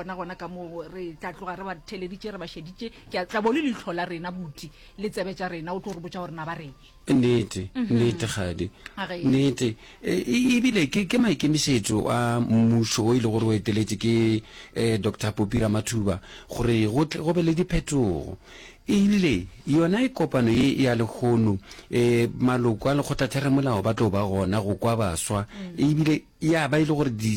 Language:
Northern Sotho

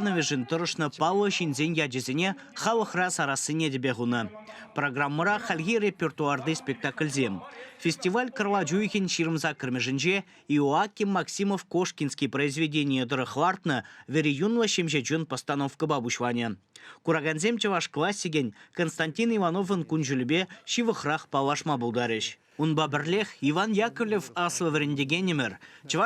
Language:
Chuvash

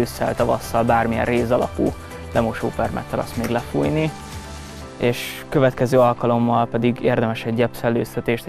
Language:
Hungarian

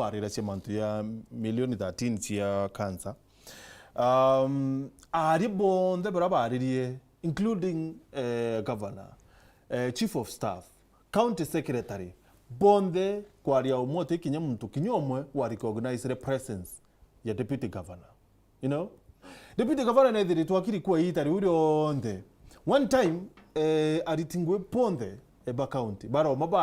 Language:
Meru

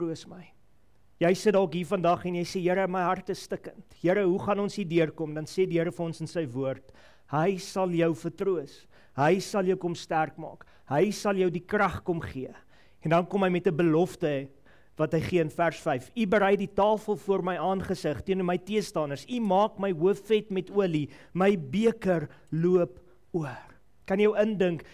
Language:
Afrikaans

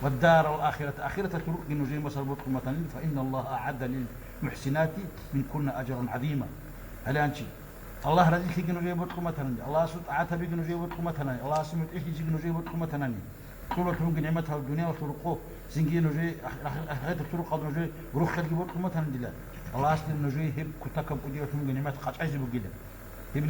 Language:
Avaric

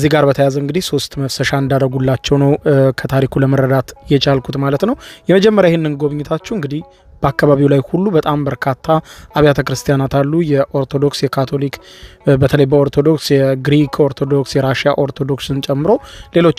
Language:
Amharic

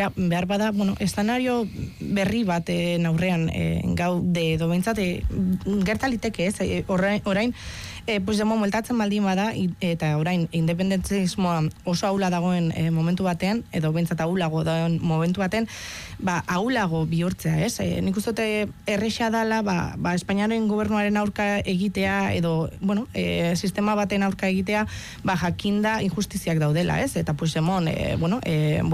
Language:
Basque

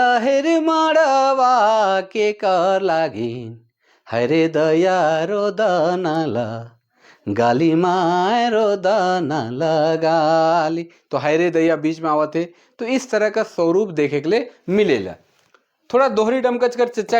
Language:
Sadri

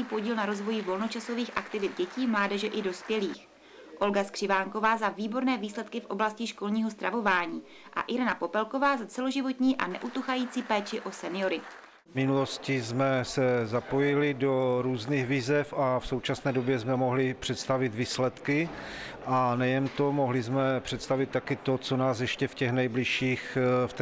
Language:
Czech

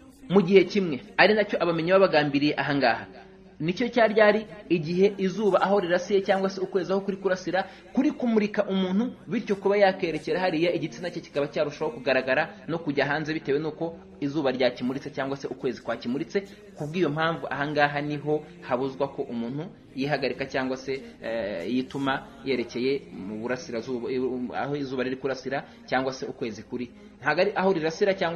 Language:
Kinyarwanda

